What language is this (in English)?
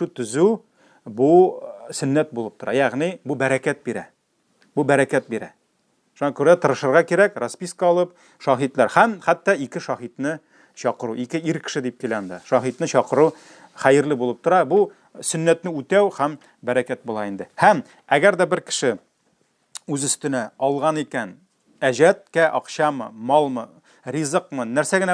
Tatar